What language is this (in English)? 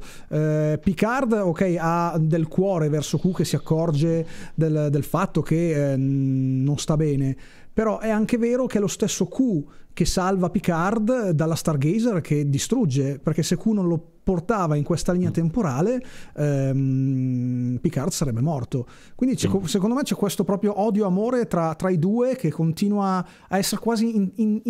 Italian